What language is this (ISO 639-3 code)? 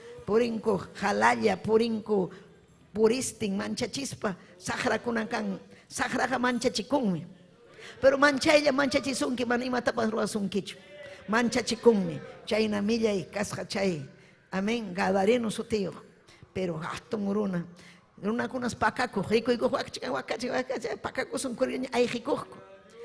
quy